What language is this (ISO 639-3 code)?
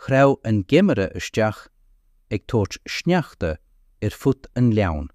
gle